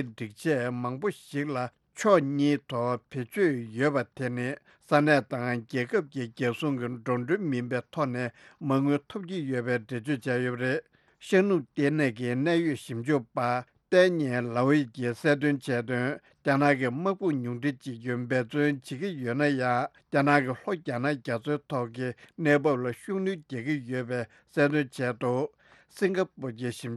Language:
Tibetan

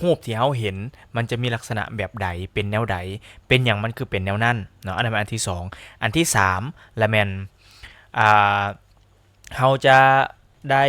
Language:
Lao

